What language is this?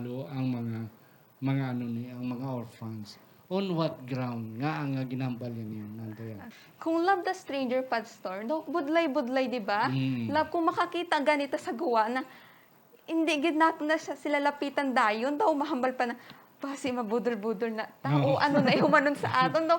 Hiligaynon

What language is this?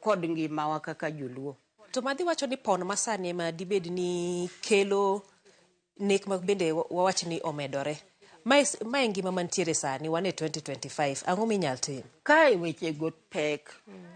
Luo (Kenya and Tanzania)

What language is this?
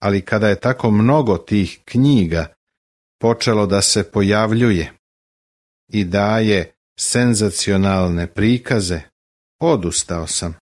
Serbian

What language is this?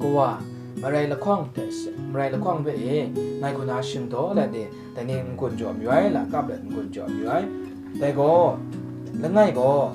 Kachin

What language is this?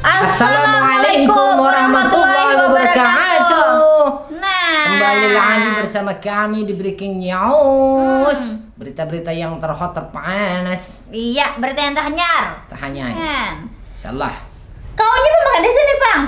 Banjar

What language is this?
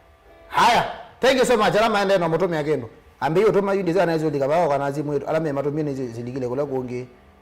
Kamba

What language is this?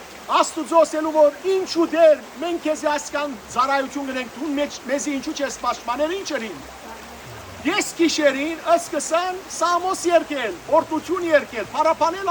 Western Armenian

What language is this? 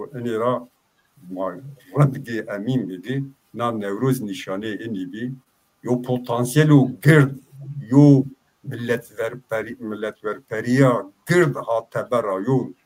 Zaza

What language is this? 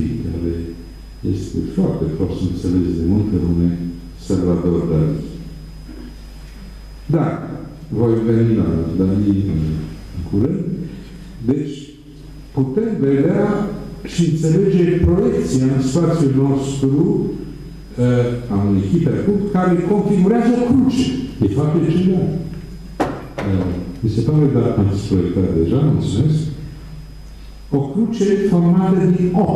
Romanian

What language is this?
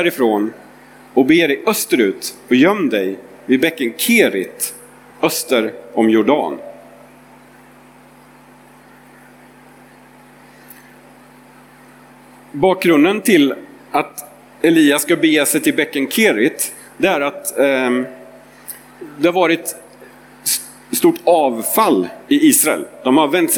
Swedish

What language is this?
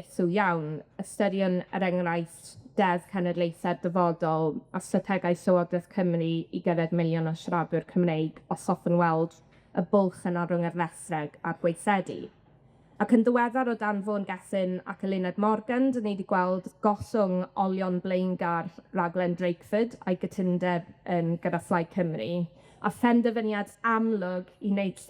Welsh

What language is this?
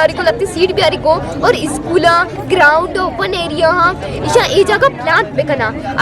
Eastern Balochi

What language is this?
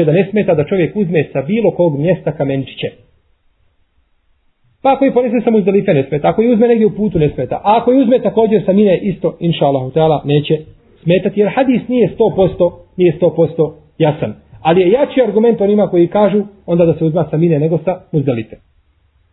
Bosnian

